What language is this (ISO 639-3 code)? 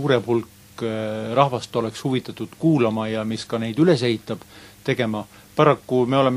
est